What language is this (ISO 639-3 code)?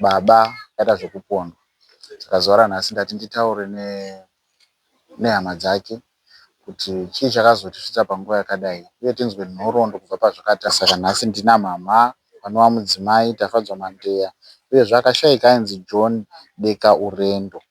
sna